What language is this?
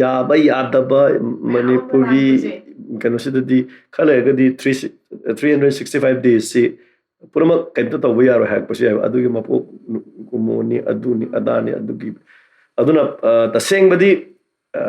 Manipuri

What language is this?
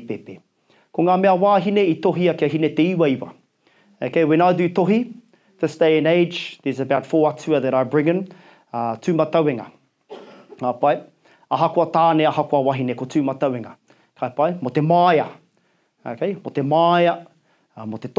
Māori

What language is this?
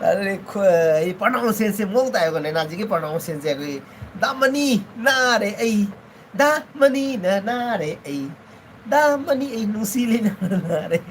Manipuri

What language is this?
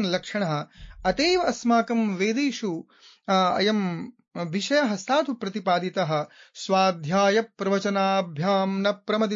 Sanskrit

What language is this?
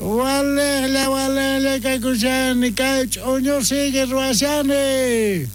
South Bolivian Quechua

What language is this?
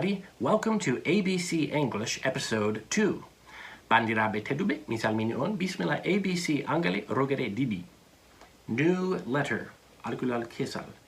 Fula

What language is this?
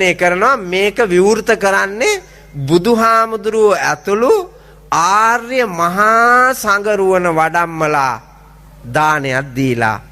Sinhala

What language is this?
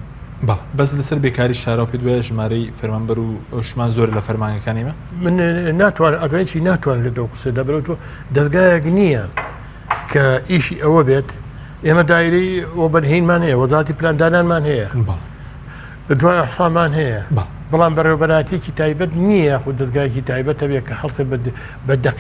Central Kurdish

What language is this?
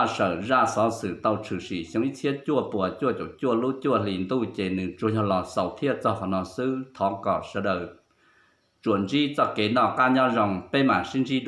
Hmong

